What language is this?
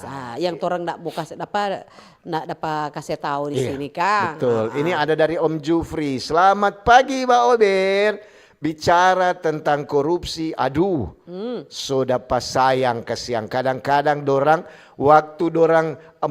Manado Malay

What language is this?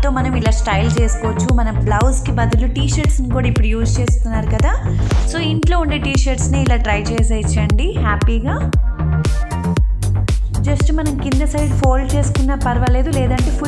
Telugu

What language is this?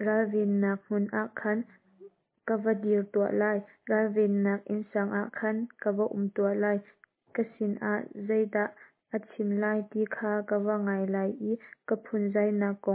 Hakha Chin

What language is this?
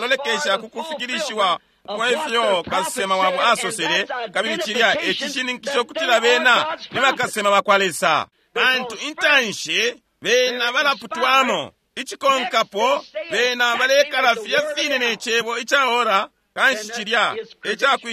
Bemba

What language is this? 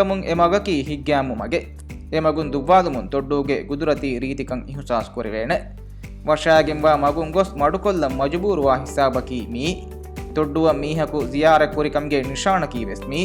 Divehi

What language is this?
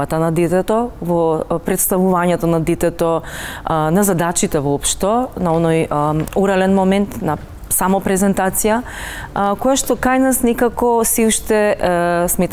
Macedonian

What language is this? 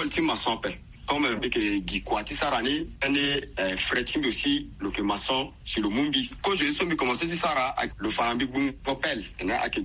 Sango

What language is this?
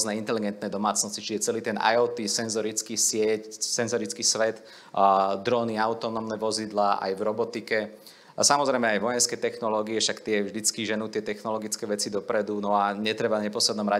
Slovak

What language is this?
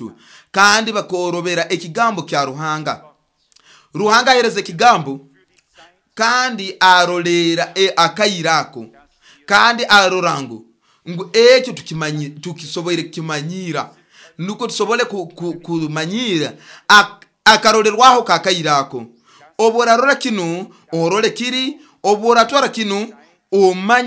Nyoro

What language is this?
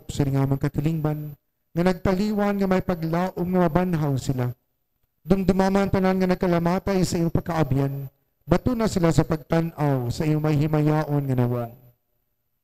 Hiligaynon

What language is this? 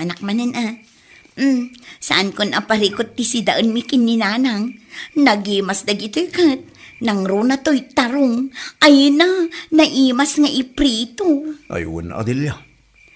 Iloko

